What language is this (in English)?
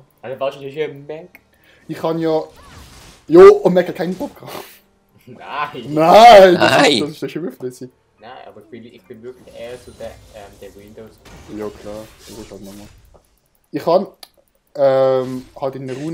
Swiss German